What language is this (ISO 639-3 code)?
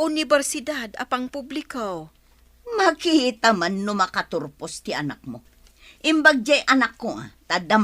ilo